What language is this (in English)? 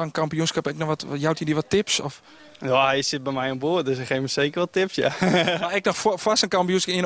Western Frisian